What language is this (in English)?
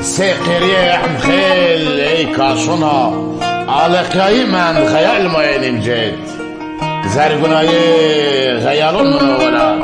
Zaza